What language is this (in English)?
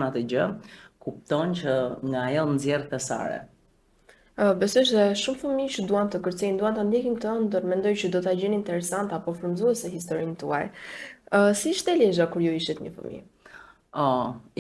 Albanian